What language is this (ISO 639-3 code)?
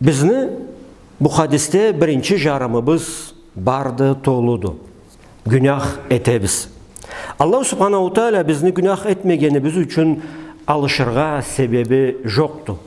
krc